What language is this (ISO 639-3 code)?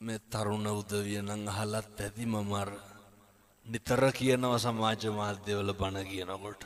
sin